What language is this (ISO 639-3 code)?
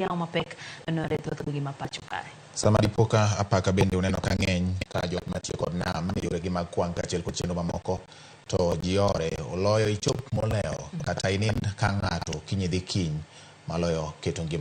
luo